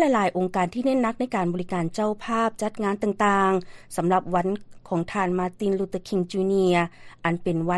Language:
Lao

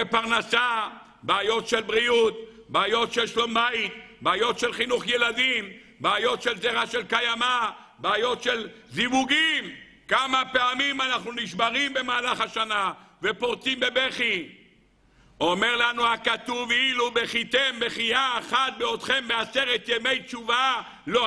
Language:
Hebrew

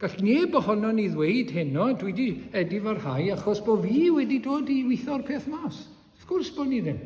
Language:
Welsh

